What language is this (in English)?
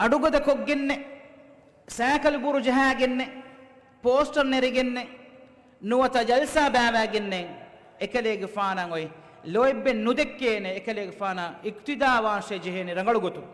Divehi